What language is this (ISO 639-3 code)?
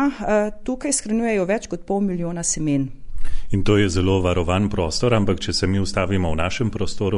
slv